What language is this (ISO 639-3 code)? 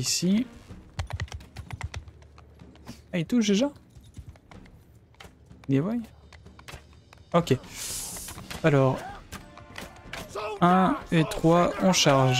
fra